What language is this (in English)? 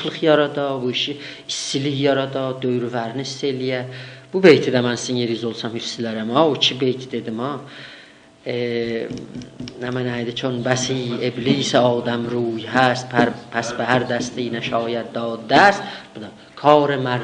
South Azerbaijani